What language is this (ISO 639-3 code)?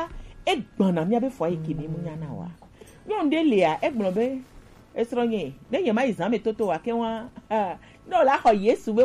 gej